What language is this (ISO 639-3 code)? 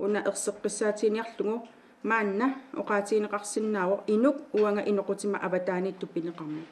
kal